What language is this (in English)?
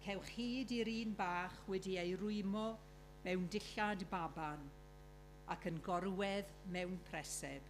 Welsh